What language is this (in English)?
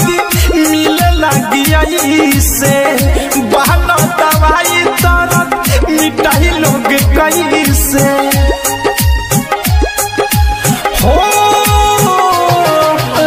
Bhojpuri